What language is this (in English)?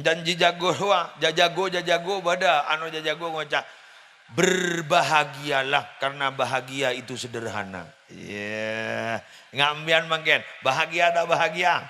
Madurese